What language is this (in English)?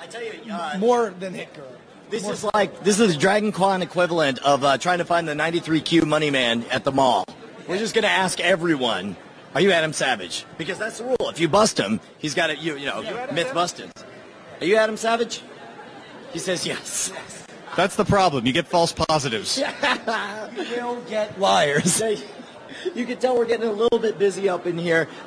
English